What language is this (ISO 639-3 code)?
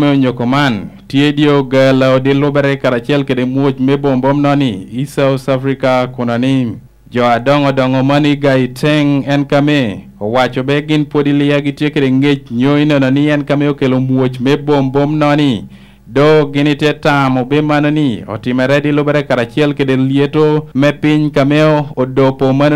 laj